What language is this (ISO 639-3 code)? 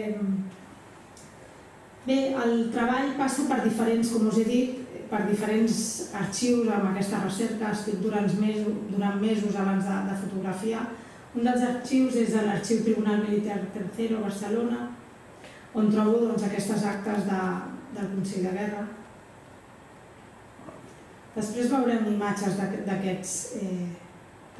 cat